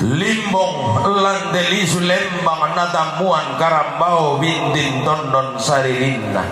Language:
Toraja-Sa'dan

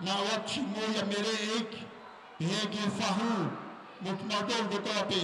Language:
Tongan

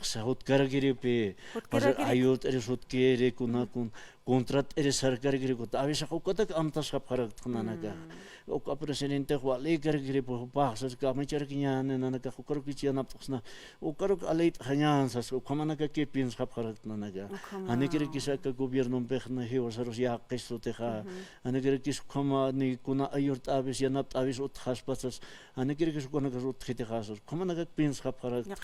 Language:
Aymara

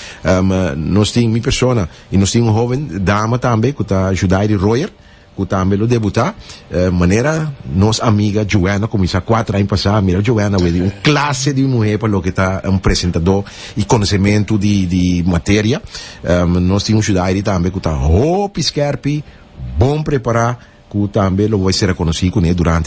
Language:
Papiamento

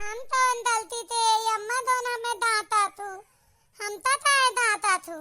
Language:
Awadhi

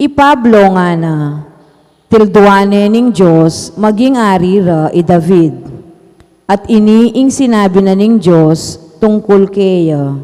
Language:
Pampanga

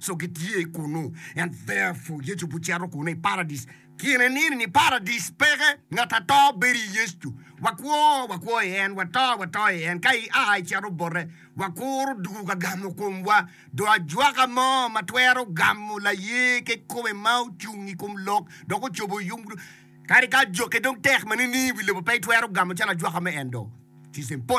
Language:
Acoli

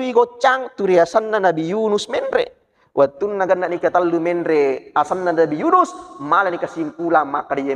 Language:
Buginese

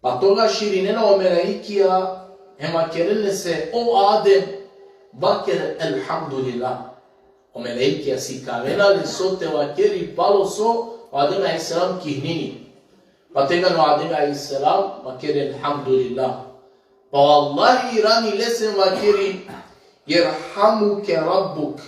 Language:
Balkan Romani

